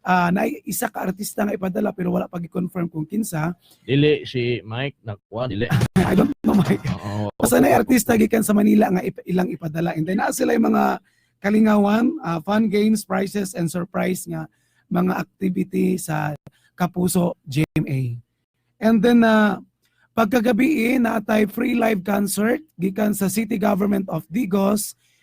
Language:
Cebuano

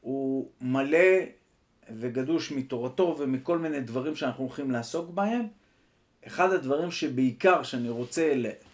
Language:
Hebrew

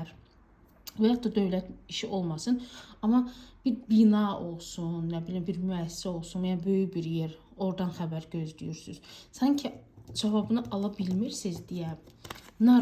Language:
Azerbaijani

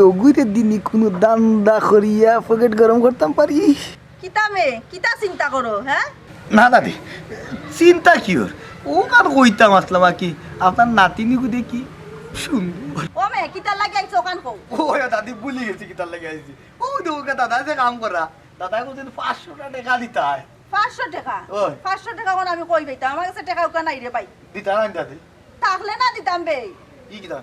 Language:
Sylheti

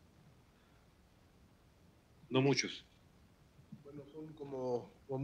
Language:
Spanish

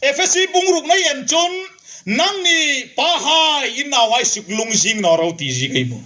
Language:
Hmar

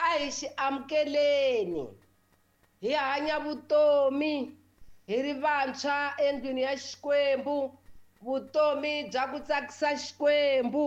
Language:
Tsonga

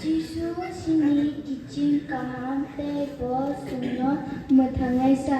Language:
Kok Borok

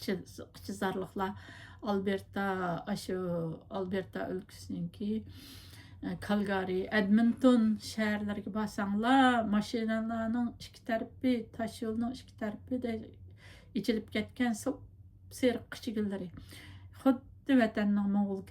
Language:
Uyghur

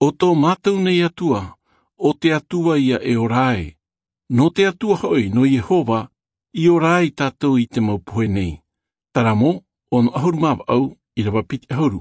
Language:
Tahitian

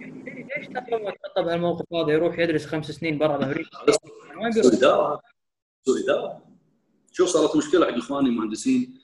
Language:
Gulf Arabic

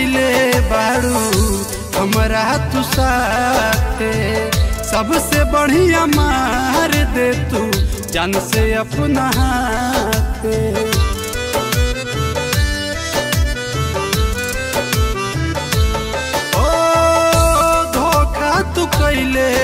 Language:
Bhojpuri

